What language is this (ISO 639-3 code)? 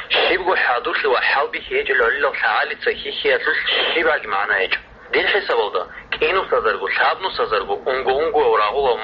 ava